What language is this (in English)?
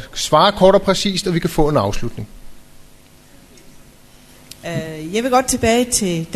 Danish